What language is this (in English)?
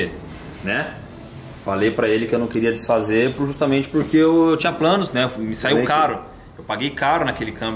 Portuguese